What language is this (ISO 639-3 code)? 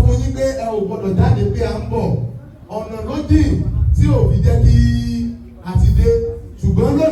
yor